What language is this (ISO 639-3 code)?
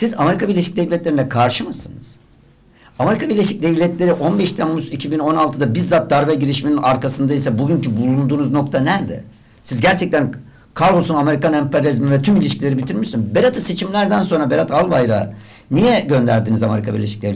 tur